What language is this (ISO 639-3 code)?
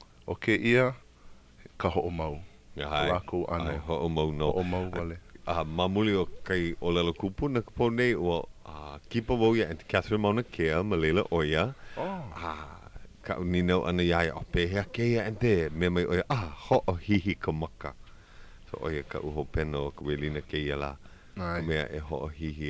haw